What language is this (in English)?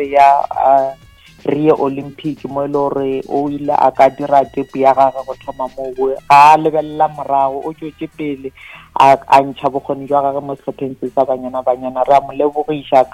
Northern Sotho